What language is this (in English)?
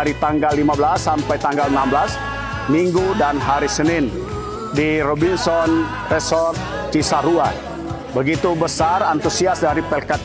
Indonesian